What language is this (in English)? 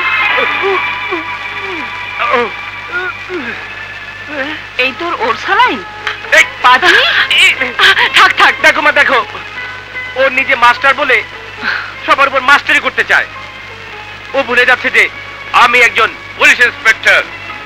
Bangla